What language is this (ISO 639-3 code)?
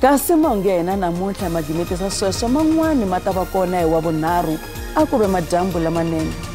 tso